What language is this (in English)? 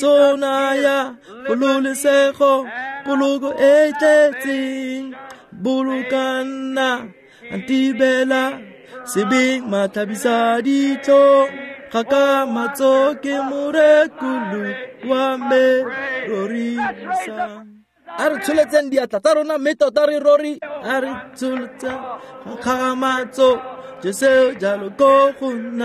Tswana